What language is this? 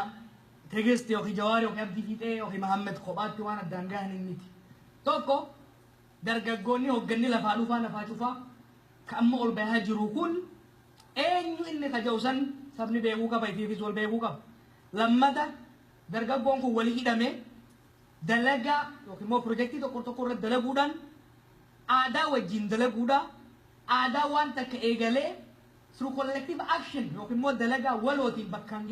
Oromo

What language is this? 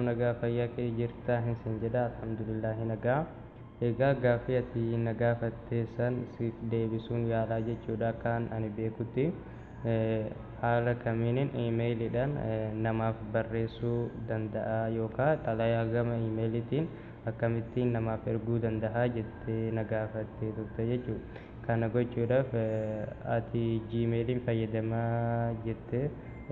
Oromo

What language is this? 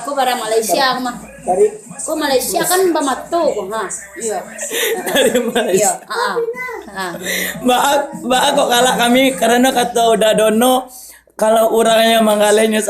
Minangkabau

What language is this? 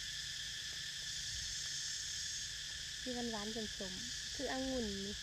Lao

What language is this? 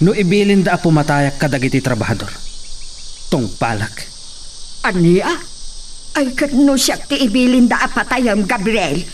Iloko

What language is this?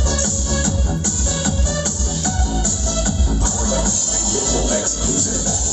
Filipino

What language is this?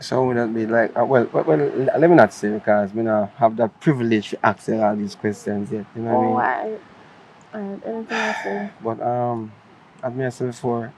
Jamaican Creole English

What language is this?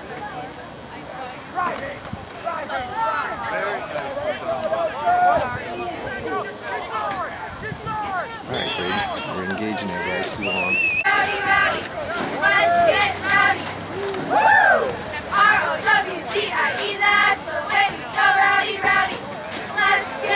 English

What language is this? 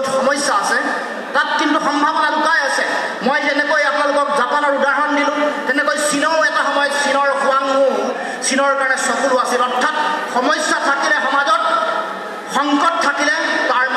Assamese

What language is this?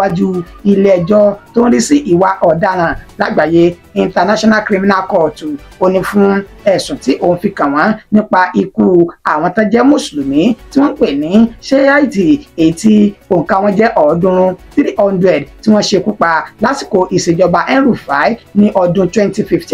Yoruba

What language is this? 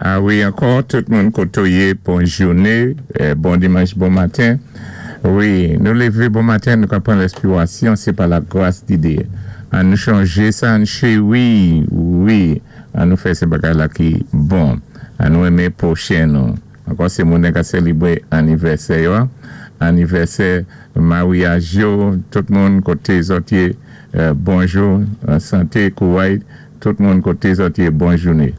Saint Lucian Creole French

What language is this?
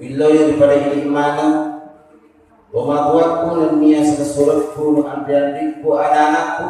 Buginese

